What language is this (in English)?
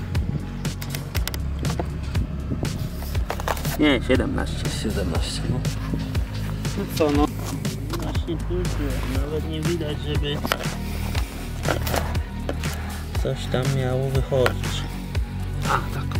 Polish